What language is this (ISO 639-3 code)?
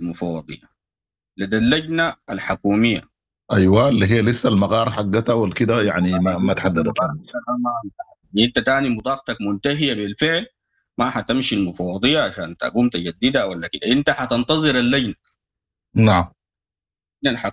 apd